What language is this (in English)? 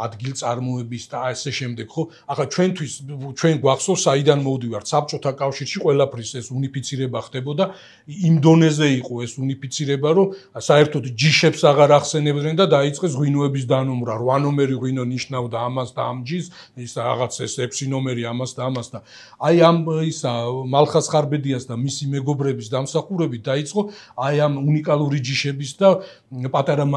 Georgian